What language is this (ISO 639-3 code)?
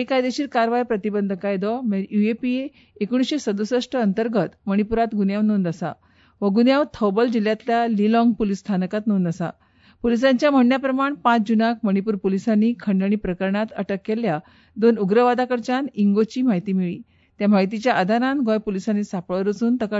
kok